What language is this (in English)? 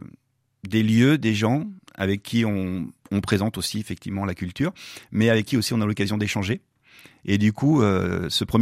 French